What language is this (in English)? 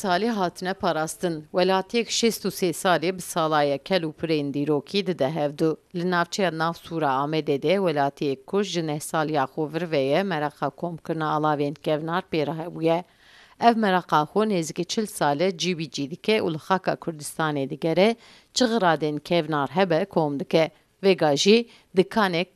Kurdish